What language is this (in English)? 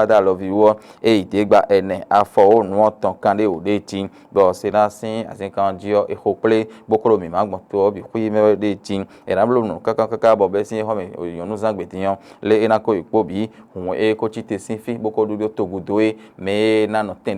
Fon